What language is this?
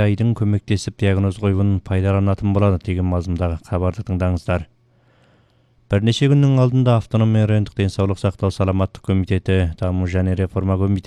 Kazakh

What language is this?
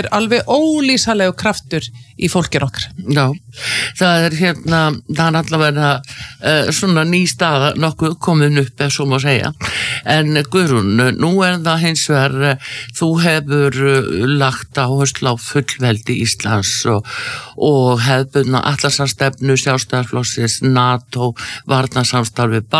Icelandic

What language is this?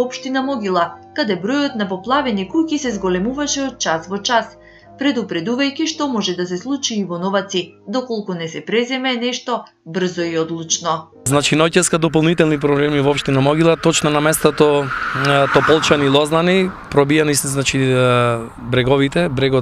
Macedonian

